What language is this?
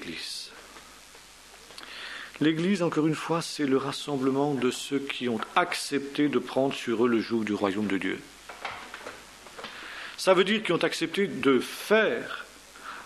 French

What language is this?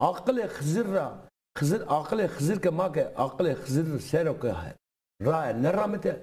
Zaza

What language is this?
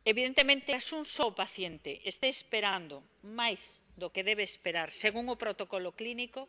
Galician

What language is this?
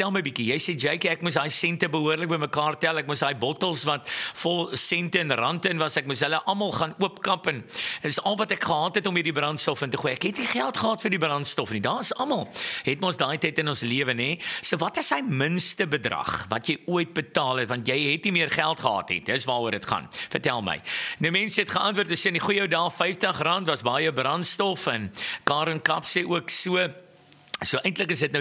Afrikaans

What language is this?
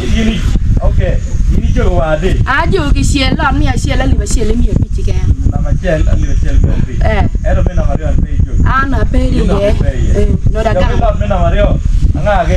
Acoli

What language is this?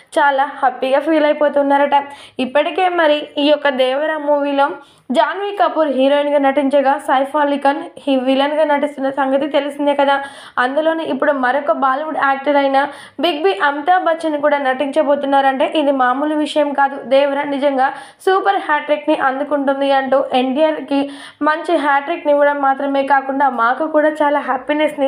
Telugu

